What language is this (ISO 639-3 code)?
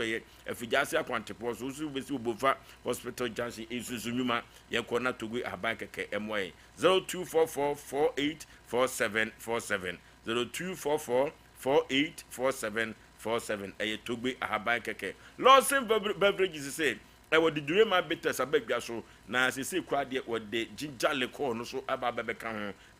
aka